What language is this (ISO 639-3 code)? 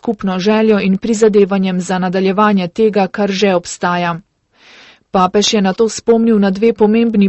slv